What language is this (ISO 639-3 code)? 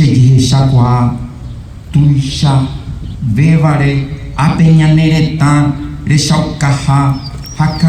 grn